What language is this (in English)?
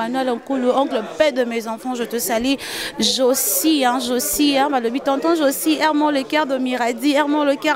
Lingala